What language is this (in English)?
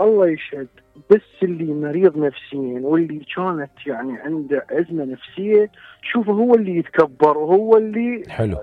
Mesopotamian Arabic